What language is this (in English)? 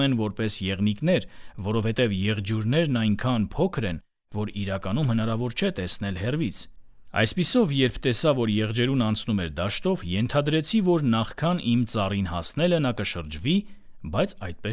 Armenian